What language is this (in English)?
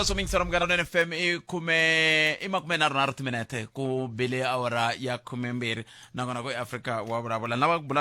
Tsonga